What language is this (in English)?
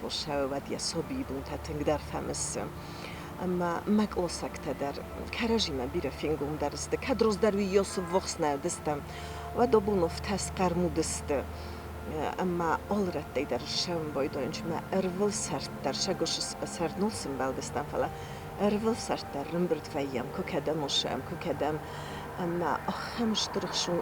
Ossetic